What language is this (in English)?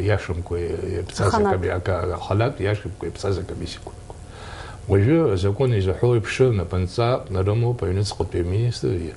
Abkhazian